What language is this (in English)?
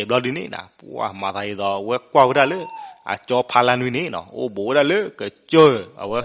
S'gaw Karen